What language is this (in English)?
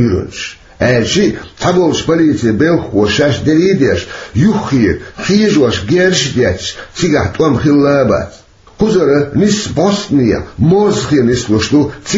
Chechen